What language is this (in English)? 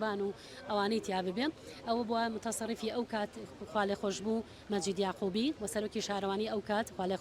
Central Kurdish